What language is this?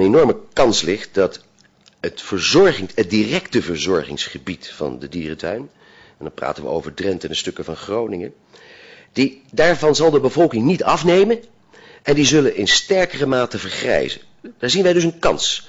Dutch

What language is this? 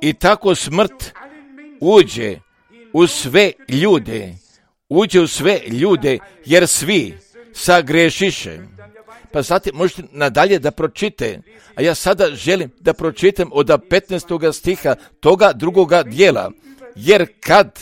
Croatian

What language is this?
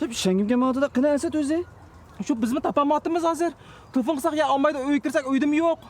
Uyghur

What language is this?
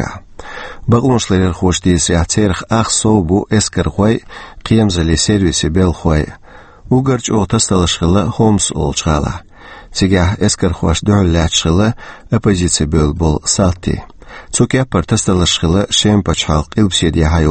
Chechen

